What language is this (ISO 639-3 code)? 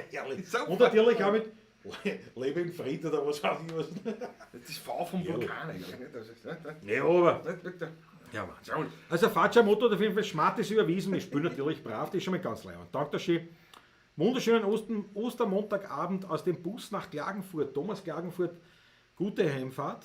bar